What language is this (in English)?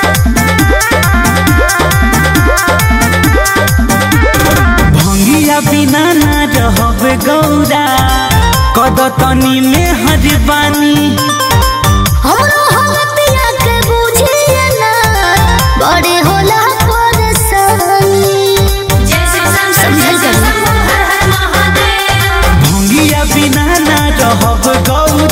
Bhojpuri